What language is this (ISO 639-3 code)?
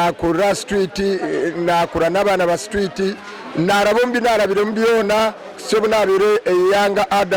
nyn